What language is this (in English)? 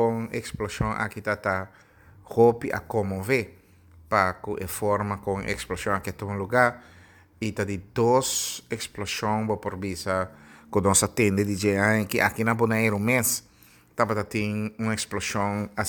Papiamento